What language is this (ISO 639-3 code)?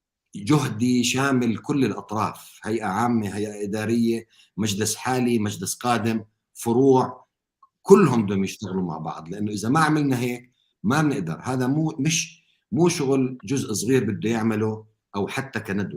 apc